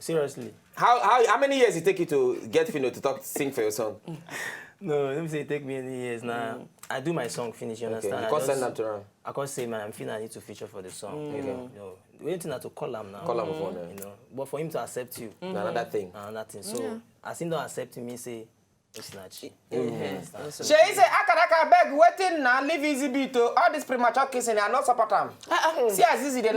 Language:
Nigerian Pidgin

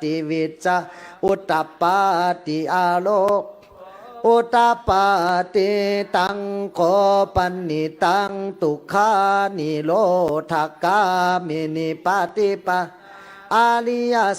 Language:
Pali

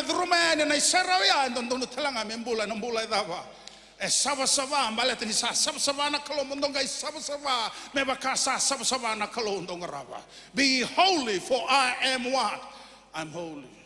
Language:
Fijian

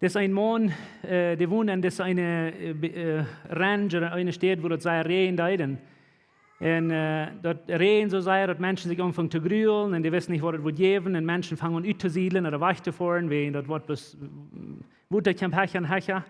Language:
Plautdietsch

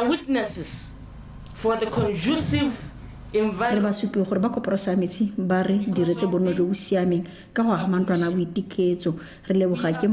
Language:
Tswana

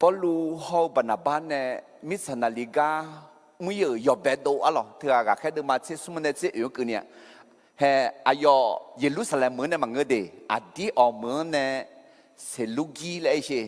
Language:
Akha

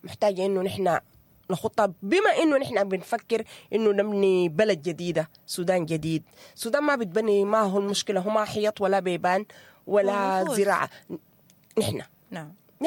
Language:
Sudanese Arabic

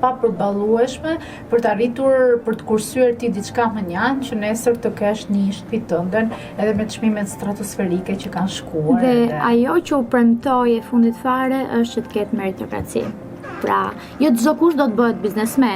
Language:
Albanian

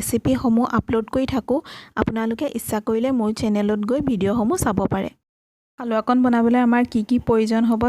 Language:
Assamese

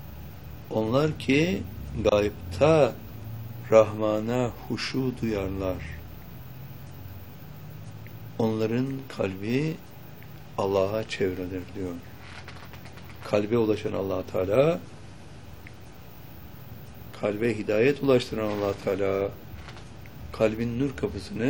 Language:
Turkish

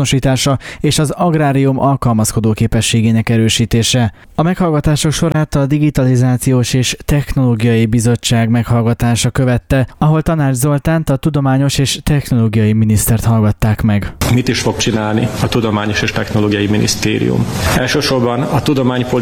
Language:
Hungarian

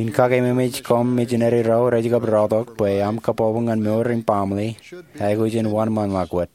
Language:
Marshallese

